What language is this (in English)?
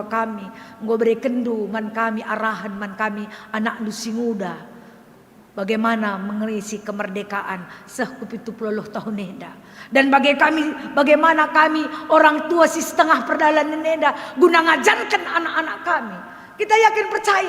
Batak Karo